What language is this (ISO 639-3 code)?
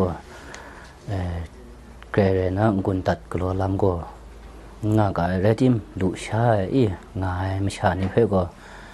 kac